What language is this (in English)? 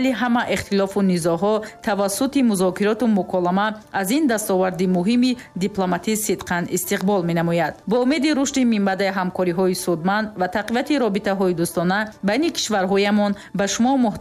Tajik